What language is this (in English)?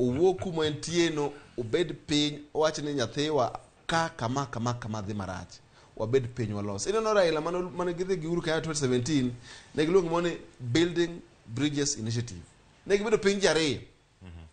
Luo (Kenya and Tanzania)